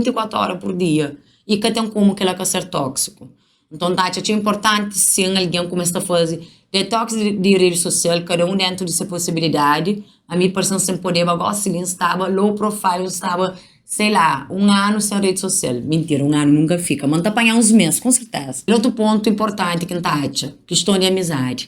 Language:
Kabuverdianu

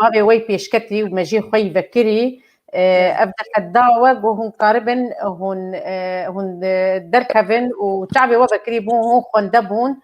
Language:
Kurdish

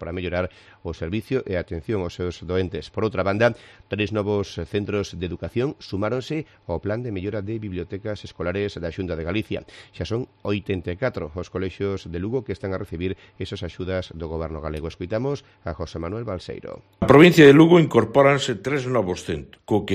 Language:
Galician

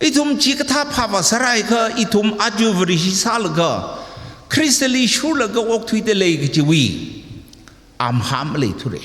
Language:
Tangkhul Naga (India)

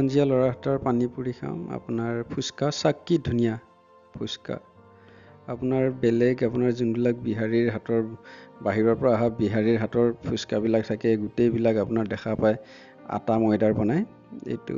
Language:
Assamese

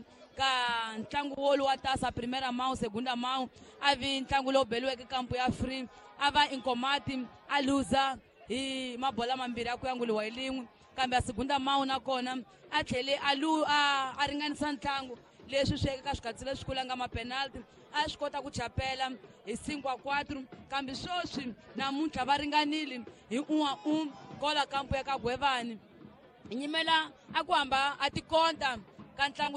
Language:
Tsonga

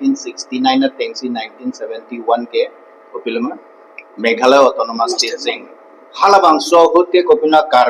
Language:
Karbi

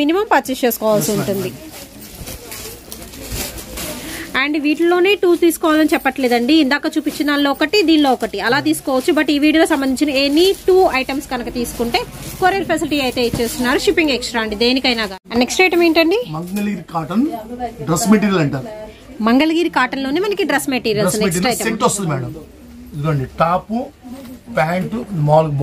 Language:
Telugu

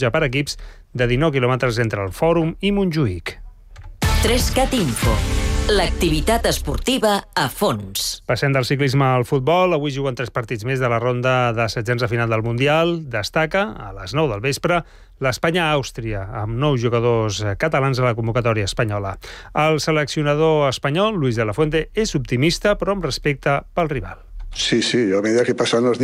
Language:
Catalan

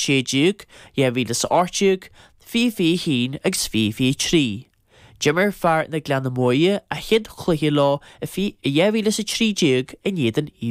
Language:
Irish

